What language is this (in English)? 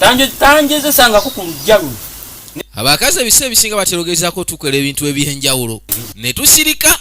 Ganda